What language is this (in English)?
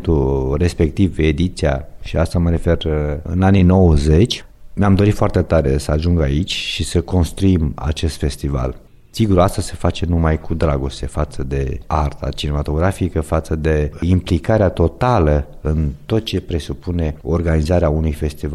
Romanian